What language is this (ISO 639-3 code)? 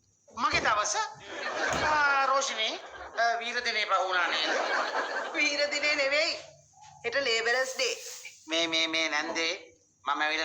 sin